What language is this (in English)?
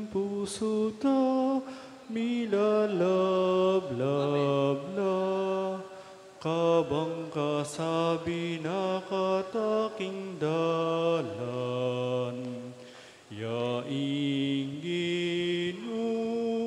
Pampanga